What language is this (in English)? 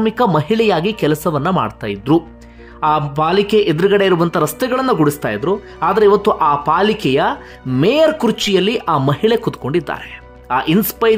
Kannada